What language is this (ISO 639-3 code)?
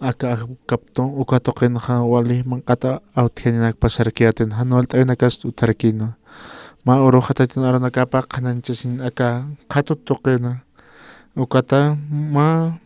aym